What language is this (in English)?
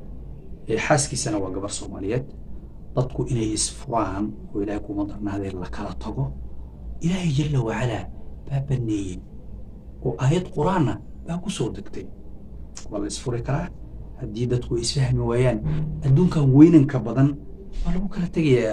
Somali